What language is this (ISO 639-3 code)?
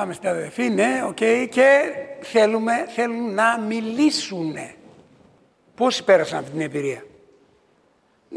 ell